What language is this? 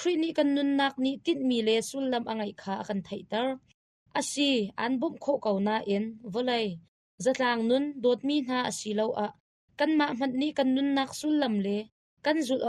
Hakha Chin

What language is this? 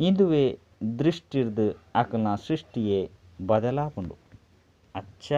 Tulu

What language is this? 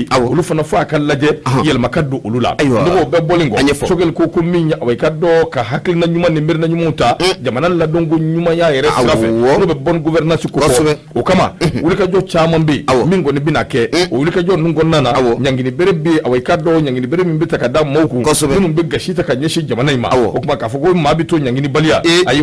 Bambara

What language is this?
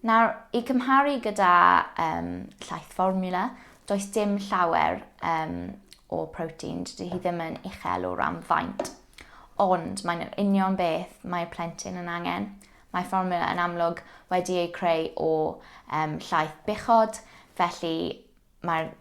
Welsh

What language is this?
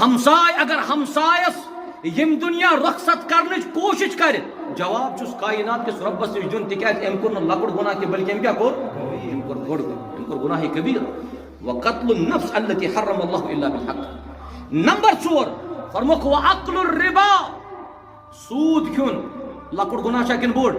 Kashmiri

